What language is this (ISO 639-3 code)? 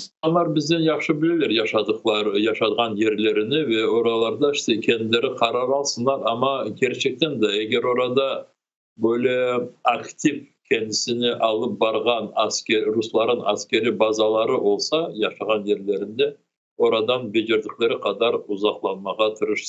crh